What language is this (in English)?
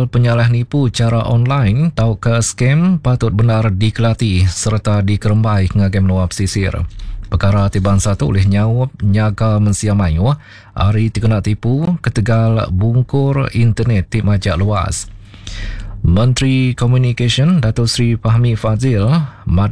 Iban